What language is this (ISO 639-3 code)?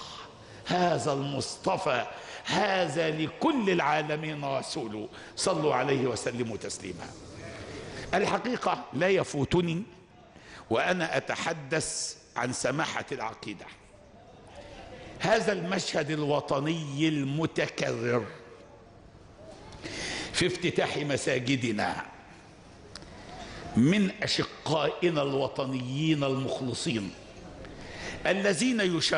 ara